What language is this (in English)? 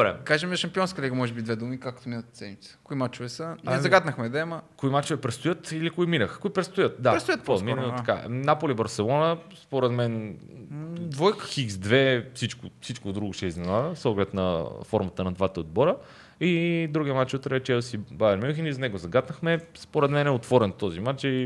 Bulgarian